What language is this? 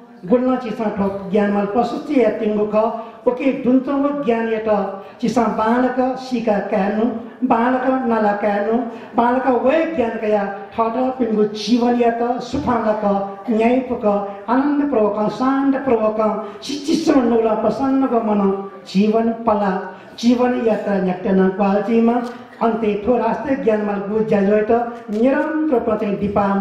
Newari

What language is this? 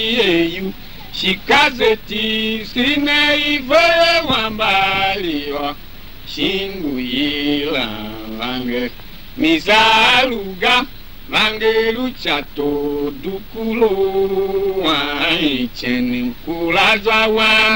Tiv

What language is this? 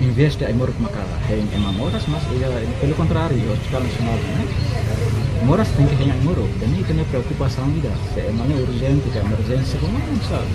Tetum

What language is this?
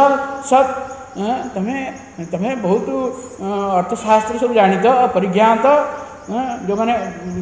Odia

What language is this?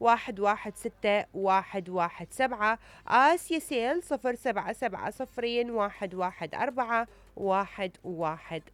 Mesopotamian Arabic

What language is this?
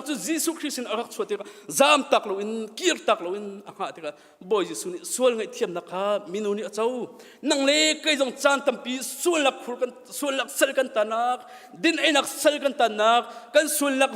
Hakha Chin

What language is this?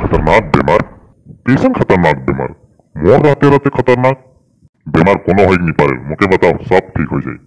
Sadri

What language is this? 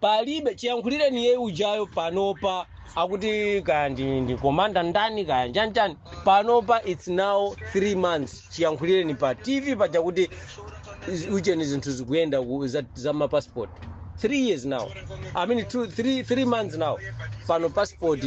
Nyanja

